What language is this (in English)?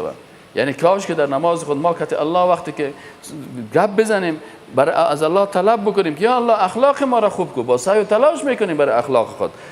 Persian